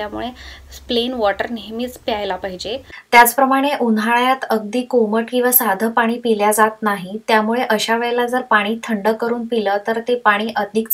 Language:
Marathi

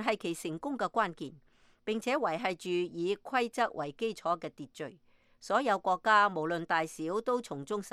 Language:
Cantonese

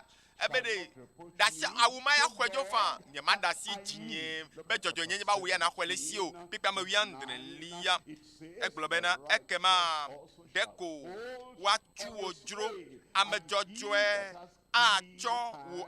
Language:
Ewe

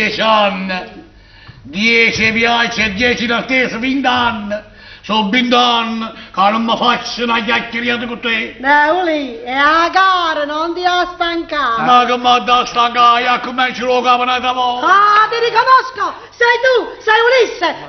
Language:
Neapolitan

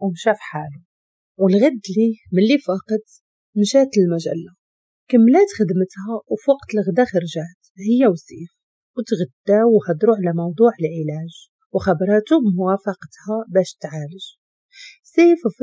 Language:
Moroccan Arabic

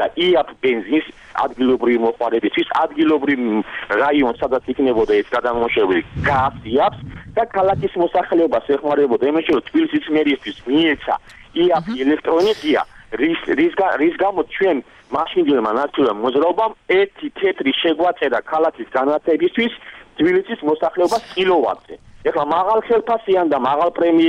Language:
Georgian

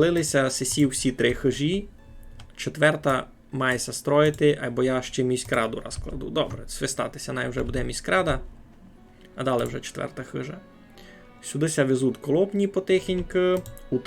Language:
Rusyn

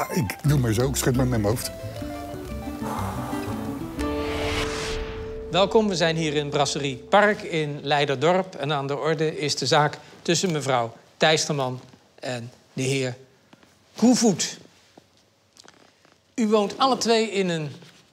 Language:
Dutch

